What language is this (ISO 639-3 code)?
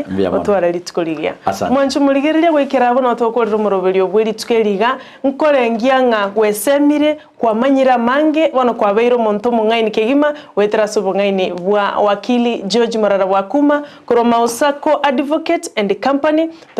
guz